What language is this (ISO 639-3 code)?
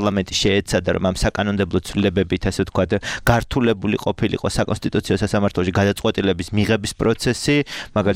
kat